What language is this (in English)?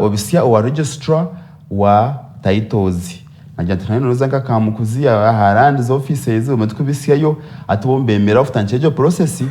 Nyankole